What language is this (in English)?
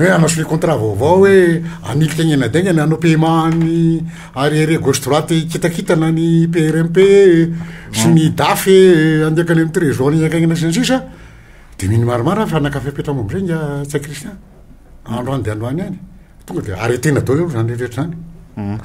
Malagasy